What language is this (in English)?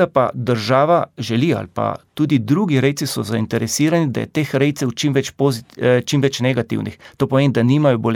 Slovenian